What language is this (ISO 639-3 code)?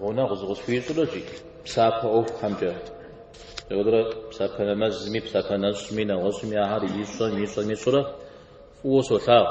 kbd